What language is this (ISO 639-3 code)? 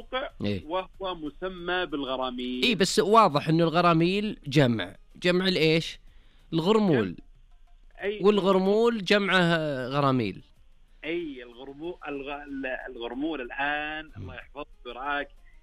ars